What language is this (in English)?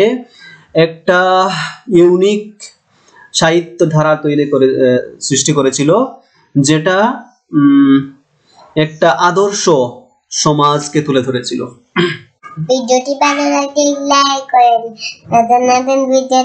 Bangla